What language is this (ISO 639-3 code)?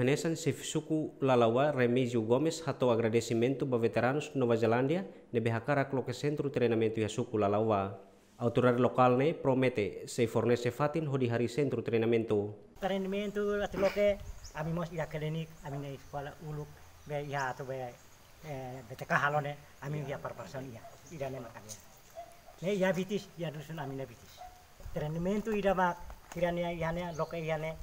tet